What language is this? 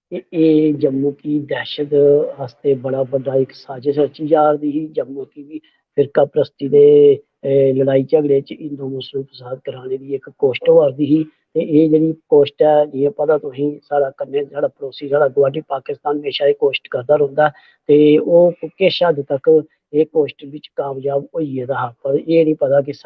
Dogri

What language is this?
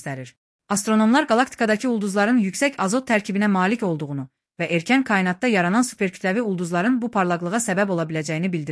Azerbaijani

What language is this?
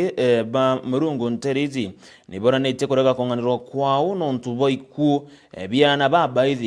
Meru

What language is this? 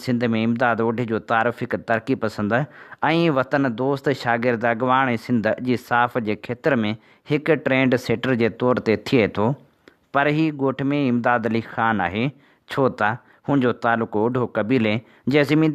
Sindhi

